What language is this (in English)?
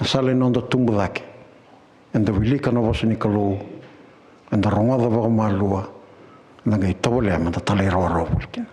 Fijian